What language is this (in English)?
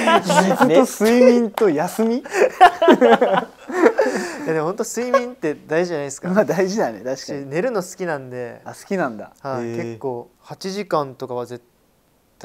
Japanese